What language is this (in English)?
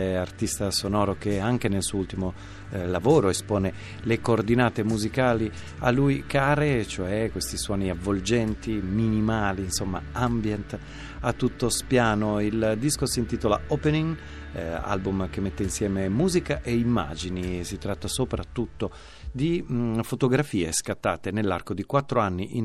Italian